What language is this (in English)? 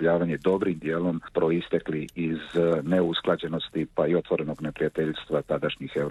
Croatian